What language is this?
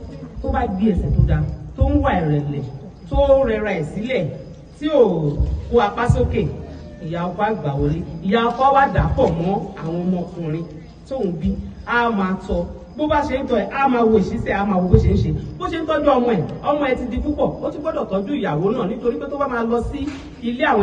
Yoruba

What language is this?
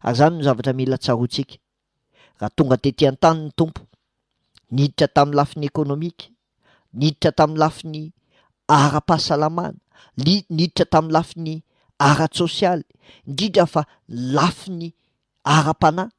Malagasy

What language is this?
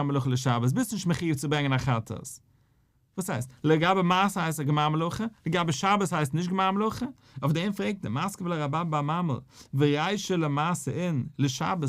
Yiddish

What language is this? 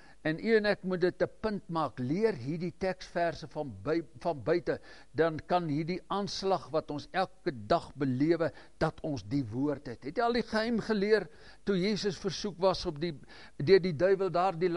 Afrikaans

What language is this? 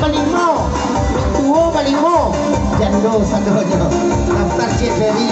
Minangkabau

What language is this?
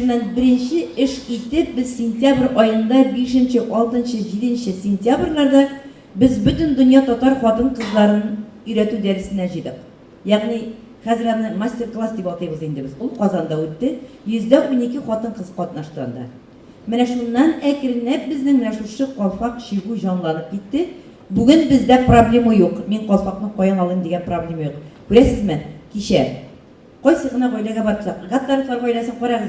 Tatar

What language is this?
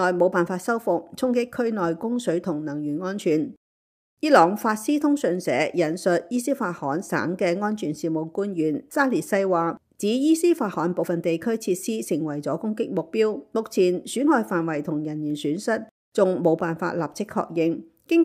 Cantonese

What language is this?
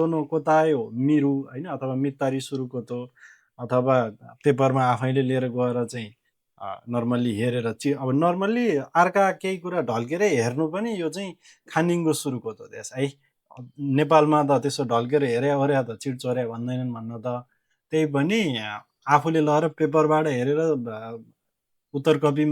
Nepali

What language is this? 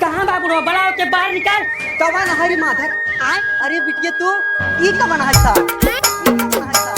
Chhattisgarhi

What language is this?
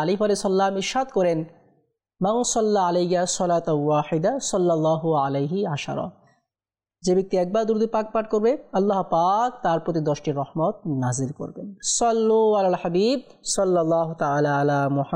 Bangla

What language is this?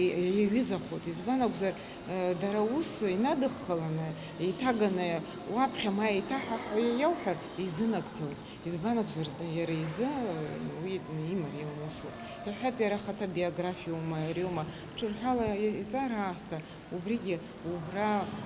Abkhazian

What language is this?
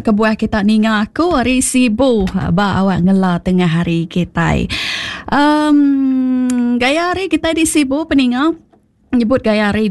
Iban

